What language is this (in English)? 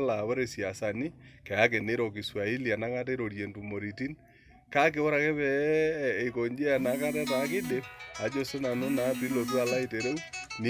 Masai